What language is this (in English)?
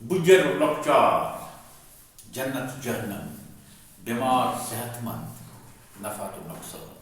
Kashmiri